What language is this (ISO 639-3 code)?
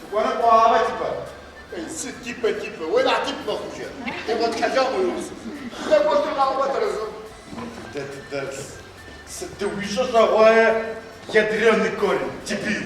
ady